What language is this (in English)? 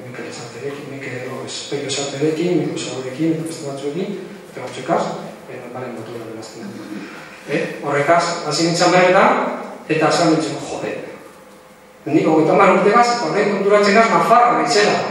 Basque